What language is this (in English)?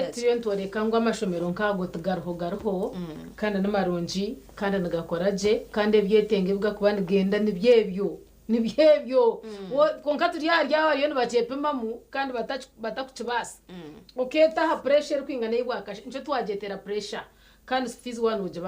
Nyankole